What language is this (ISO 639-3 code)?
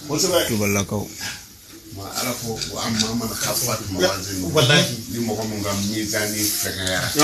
bam